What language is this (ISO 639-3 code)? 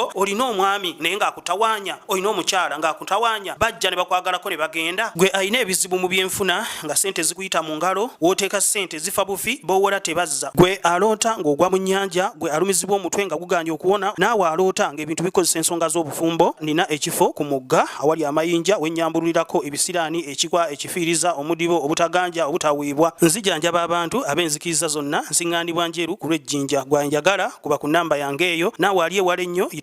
lug